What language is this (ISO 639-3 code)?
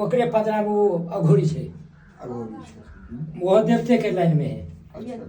mai